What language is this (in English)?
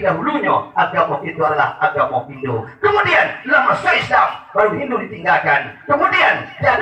Minangkabau